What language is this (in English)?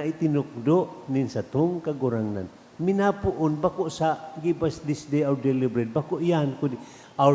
Bikol